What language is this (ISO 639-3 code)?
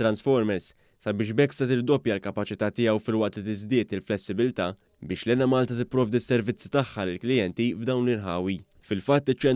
mlt